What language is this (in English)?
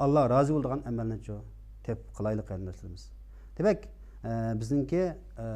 Uyghur